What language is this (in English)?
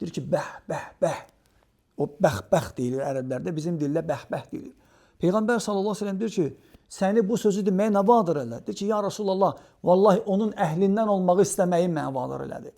Azerbaijani